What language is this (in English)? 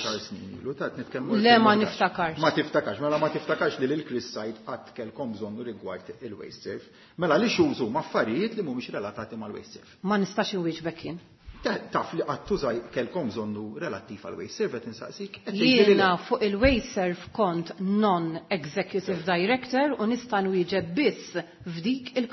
Maltese